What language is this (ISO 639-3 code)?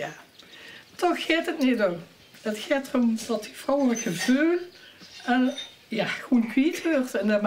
lim